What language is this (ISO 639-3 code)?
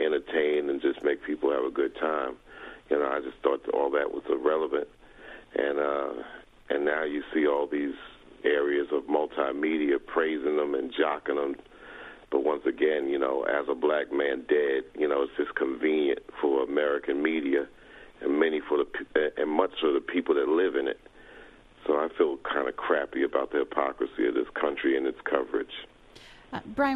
eng